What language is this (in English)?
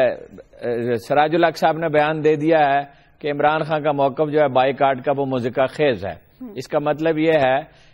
Urdu